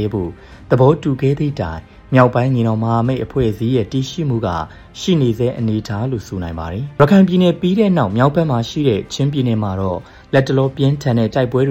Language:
Burmese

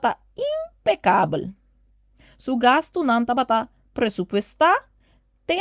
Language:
Papiamento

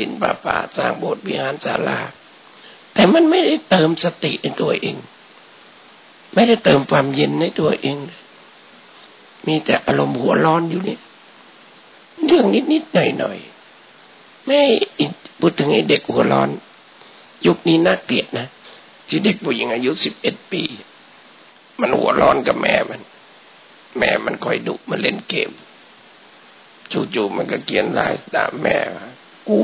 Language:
Thai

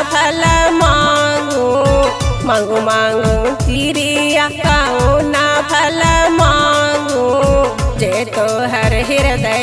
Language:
Bhojpuri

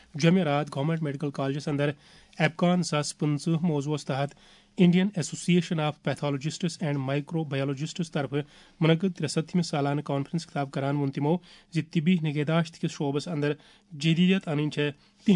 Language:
Kashmiri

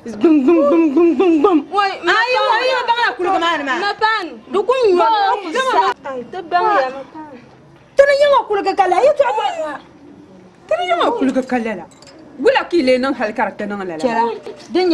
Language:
Dagbani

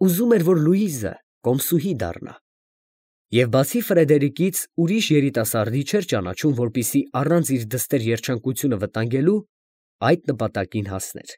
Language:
Armenian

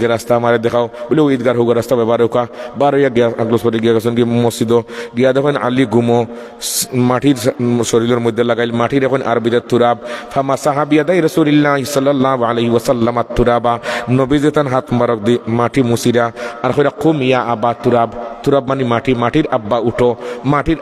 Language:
Sylheti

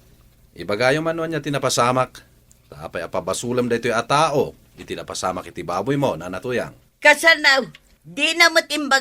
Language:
Iloko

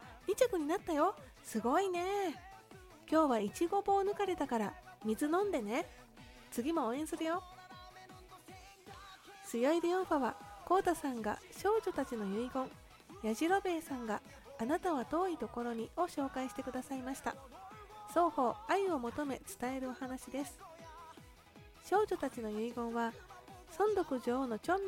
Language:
Japanese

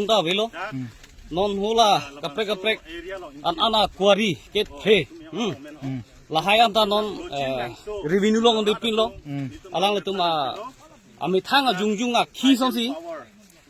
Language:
Karbi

